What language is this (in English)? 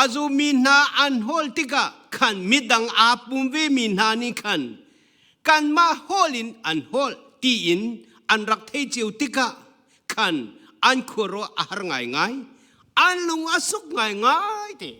Hakha Chin